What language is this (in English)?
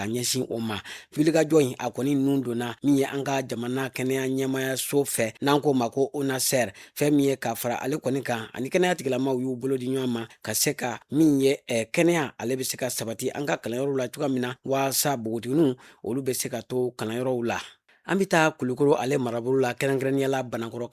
Bambara